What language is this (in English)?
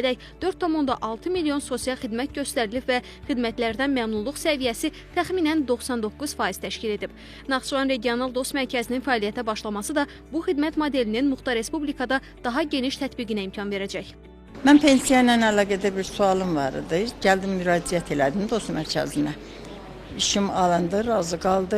Azerbaijani